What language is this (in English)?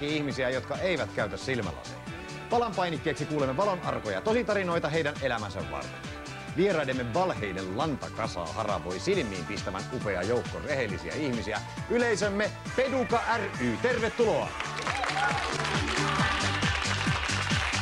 Finnish